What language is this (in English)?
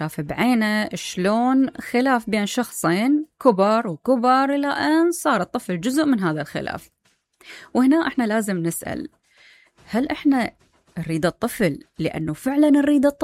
Mesopotamian Arabic